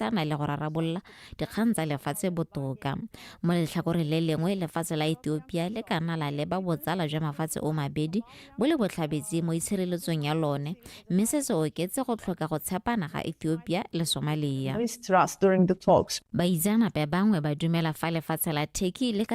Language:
Tswana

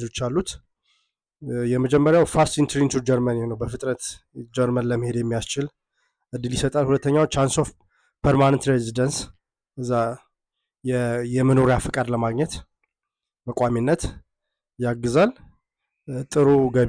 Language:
Amharic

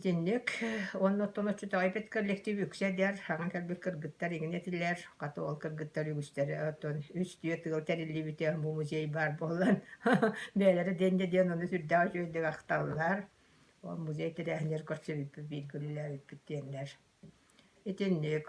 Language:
Yakut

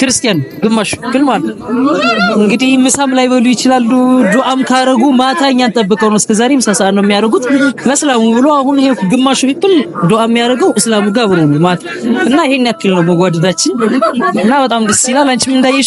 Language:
Amharic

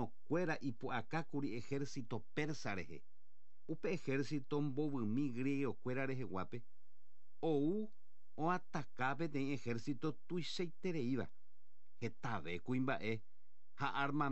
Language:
Guarani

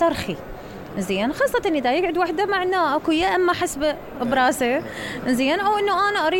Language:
Mesopotamian Arabic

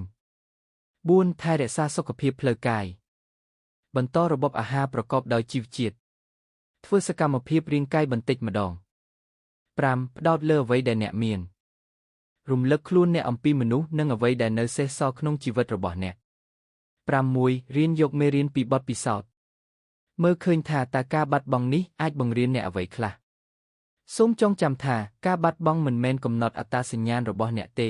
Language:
Khmer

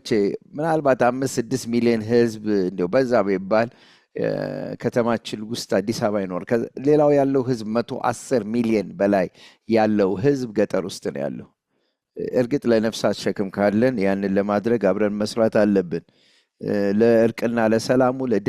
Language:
Amharic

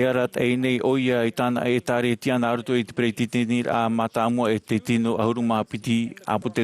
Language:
Tahitian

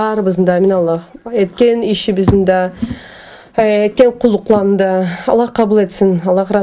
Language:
Karachay-Balkar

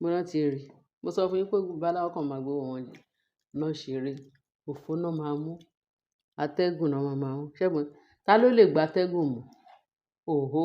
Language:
Yoruba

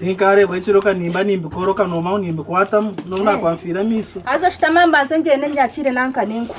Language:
Nyankole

